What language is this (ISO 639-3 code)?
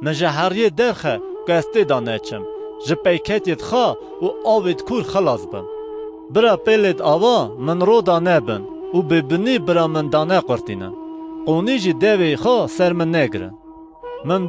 kur